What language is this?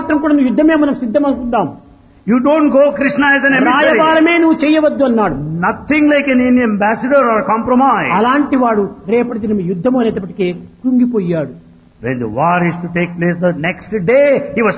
Telugu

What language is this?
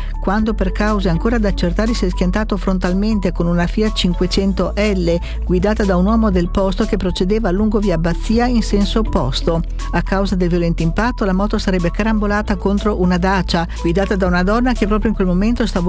Italian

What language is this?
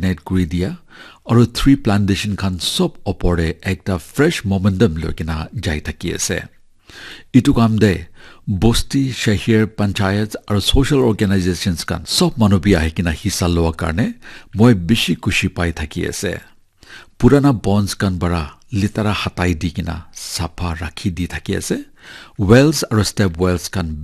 Naga Pidgin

